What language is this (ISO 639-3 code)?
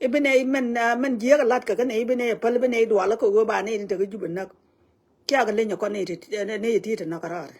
nus